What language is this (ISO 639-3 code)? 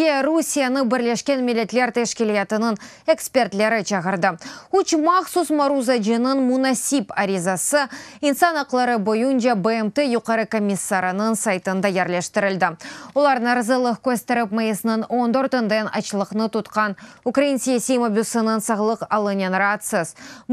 crh